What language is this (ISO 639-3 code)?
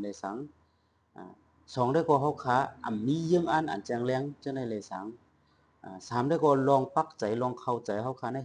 shn